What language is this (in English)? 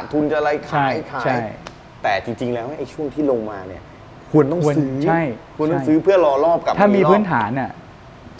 Thai